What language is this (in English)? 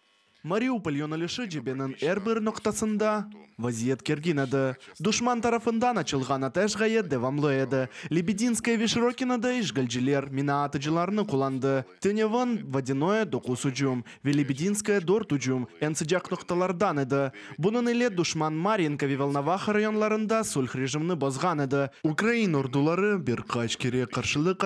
Crimean Tatar